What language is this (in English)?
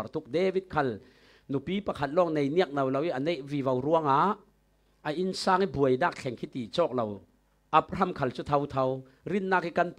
Falam Chin